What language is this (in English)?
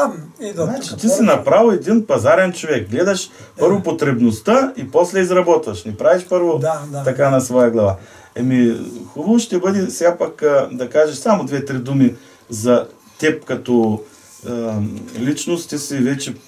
Bulgarian